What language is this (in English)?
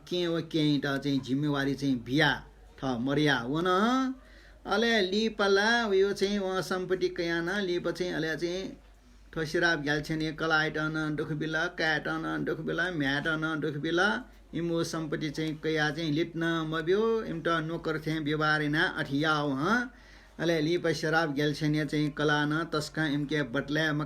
Newari